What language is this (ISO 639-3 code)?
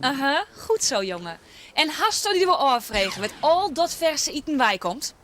fry